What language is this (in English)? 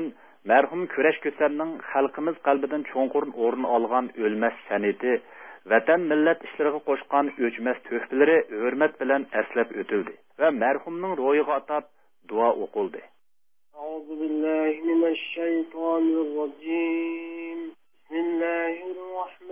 Uyghur